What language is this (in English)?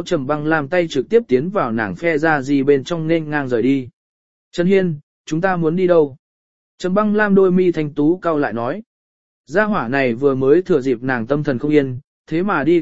Vietnamese